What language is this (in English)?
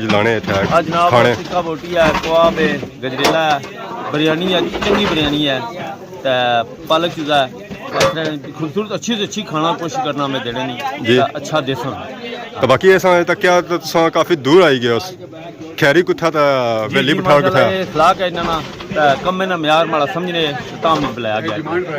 Pahari-Potwari